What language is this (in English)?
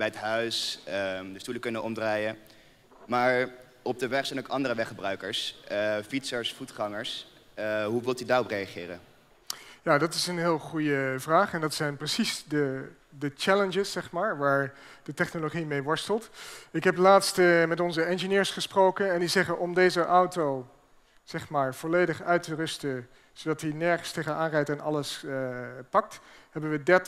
Dutch